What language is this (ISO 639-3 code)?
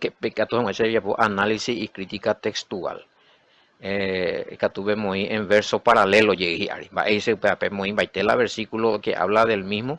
grn